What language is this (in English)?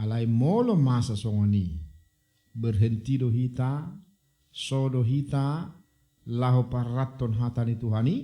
Batak Toba